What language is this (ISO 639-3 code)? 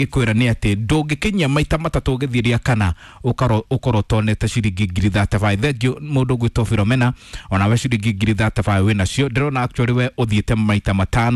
kik